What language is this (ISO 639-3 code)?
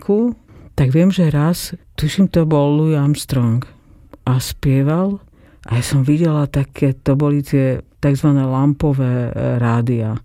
slk